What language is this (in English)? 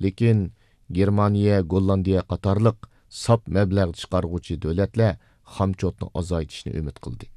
Uyghur